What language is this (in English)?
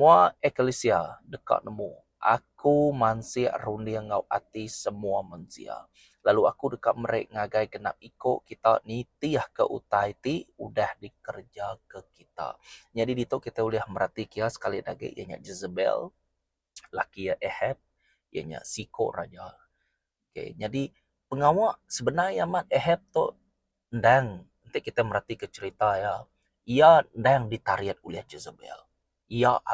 Iban